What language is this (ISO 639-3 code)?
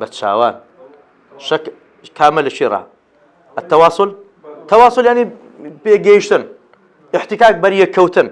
ckb